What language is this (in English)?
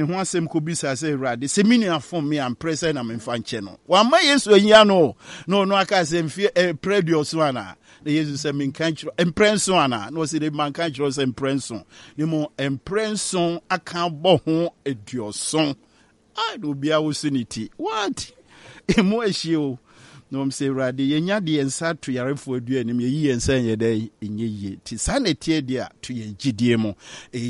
Akan